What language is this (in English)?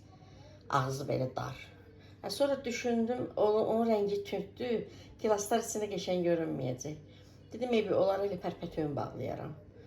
Azerbaijani